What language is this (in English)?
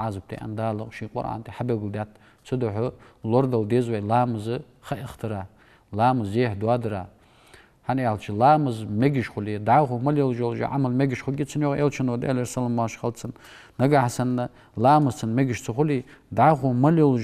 Ingush